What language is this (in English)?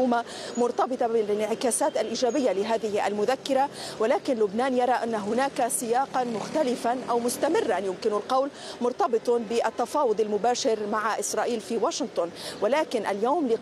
Arabic